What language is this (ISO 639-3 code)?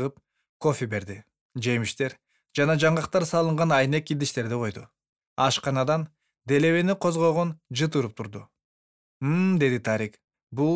kir